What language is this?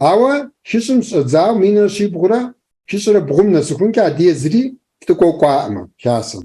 Kabardian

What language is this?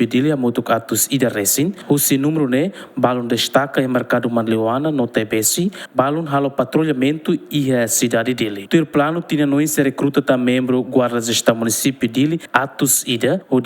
Tetum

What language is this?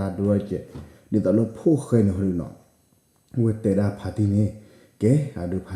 S'gaw Karen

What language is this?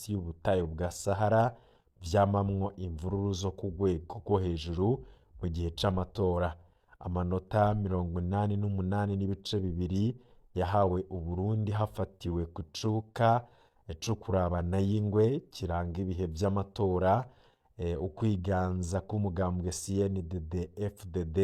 Rundi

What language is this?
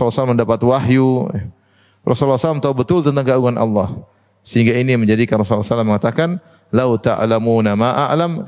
Indonesian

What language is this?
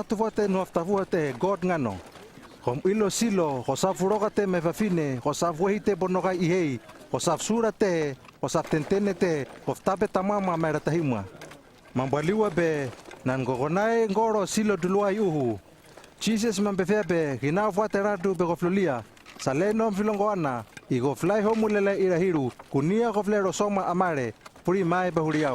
Hano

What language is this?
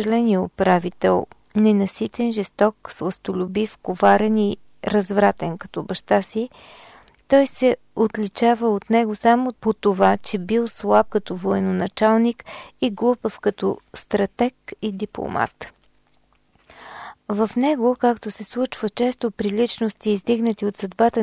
Bulgarian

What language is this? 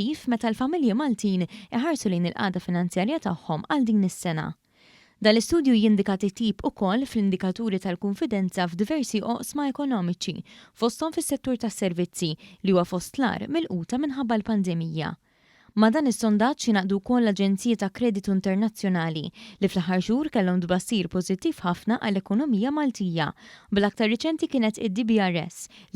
Maltese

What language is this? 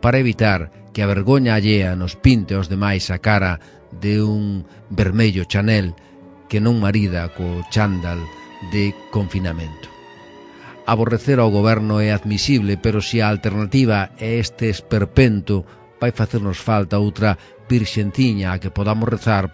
Galician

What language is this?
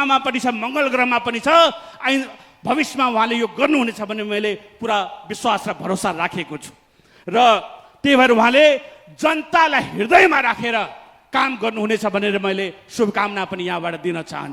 Nepali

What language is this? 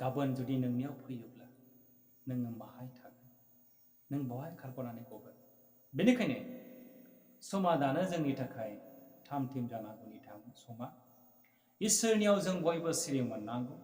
Bodo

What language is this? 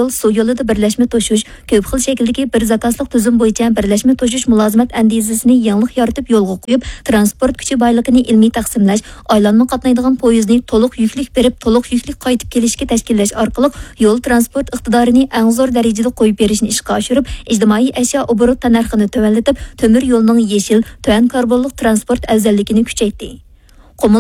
Uyghur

